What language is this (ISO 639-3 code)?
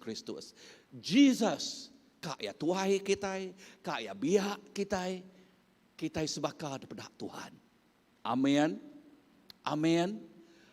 iba